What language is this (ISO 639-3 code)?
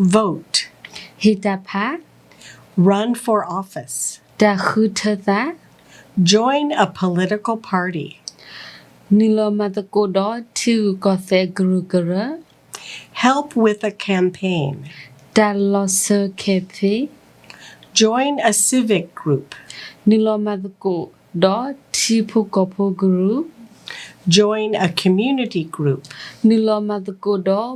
ksw